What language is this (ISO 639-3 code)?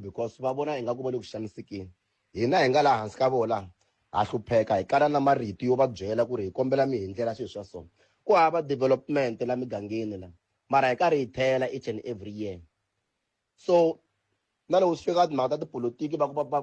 tso